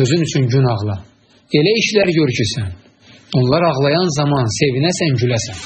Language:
Azerbaijani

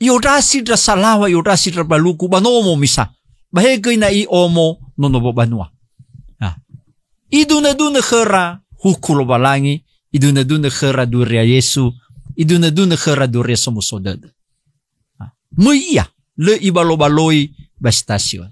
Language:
Nias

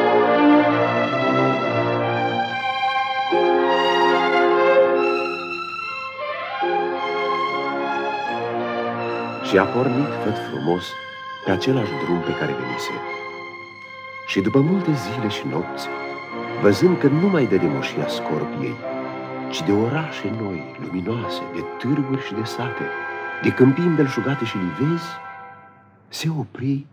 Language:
Romanian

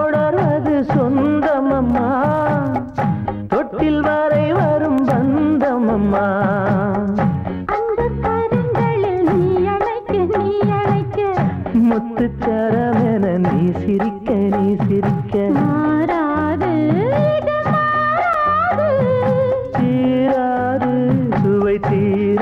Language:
Tamil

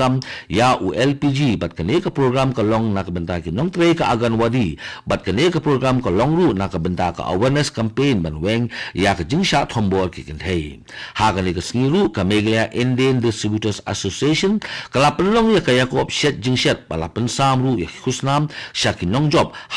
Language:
Khasi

